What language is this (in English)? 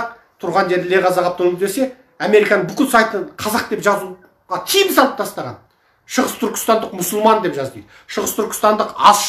Kazakh